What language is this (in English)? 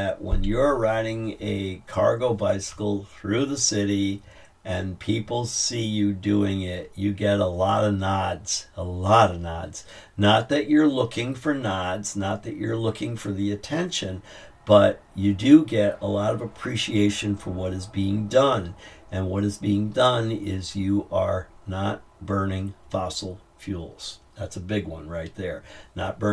English